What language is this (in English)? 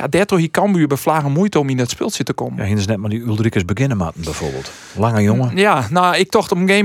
Western Frisian